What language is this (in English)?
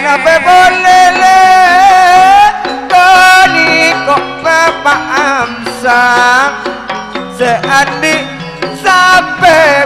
Madurese